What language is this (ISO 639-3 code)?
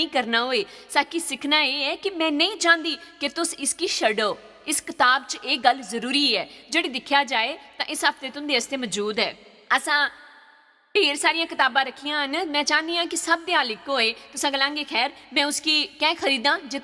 doi